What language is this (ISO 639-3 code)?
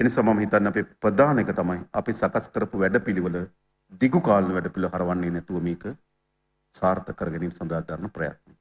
sin